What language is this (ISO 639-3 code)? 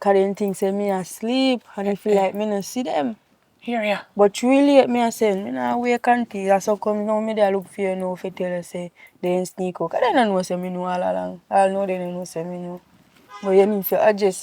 jam